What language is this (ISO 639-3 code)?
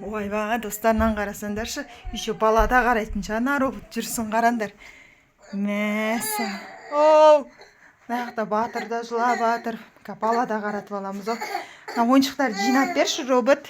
kaz